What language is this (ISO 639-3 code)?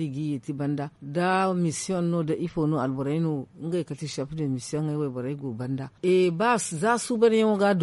dje